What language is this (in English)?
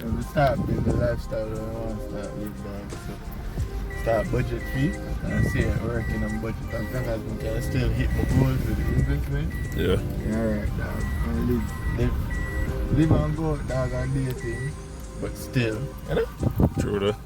Jamaican Creole English